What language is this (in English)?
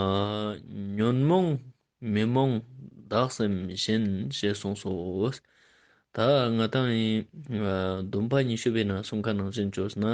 Ladakhi